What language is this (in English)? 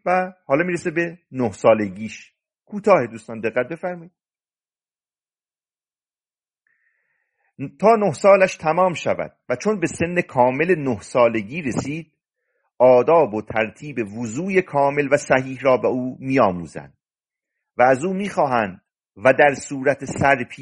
Persian